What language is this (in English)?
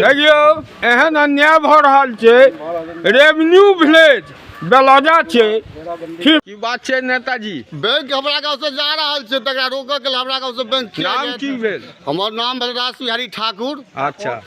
Maithili